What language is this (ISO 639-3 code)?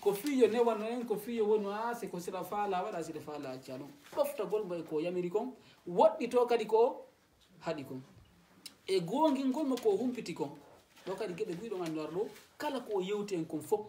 ful